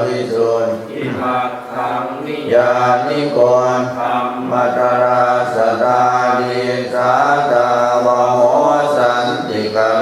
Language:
Pali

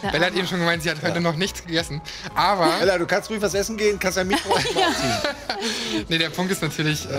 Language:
German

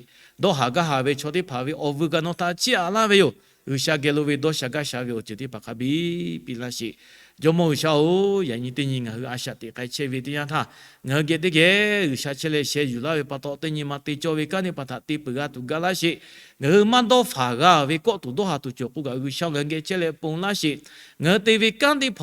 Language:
Lahu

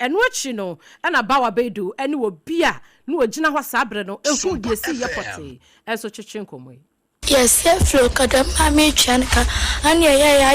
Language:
Akan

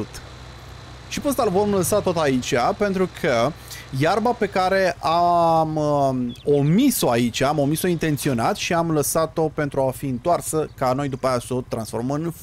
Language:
Romanian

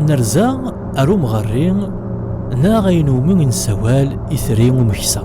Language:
Kabyle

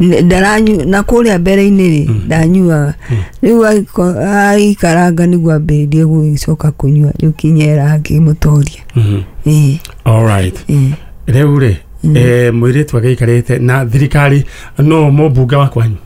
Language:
Kikuyu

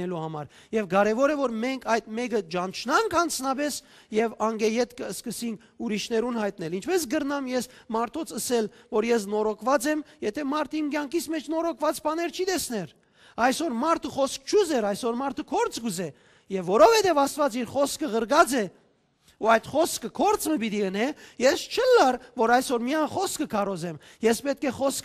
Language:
Western Armenian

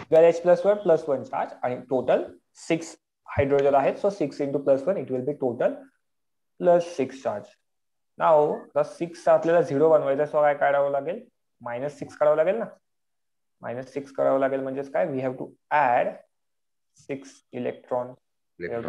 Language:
Marathi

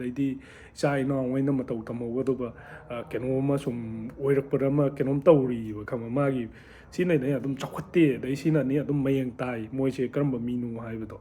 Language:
Manipuri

